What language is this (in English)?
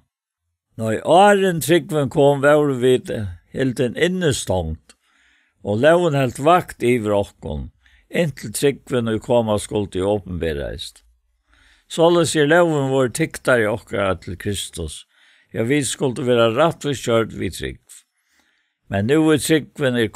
Faroese